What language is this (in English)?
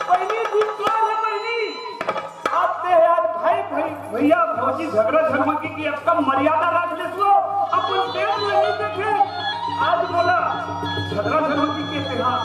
Chhattisgarhi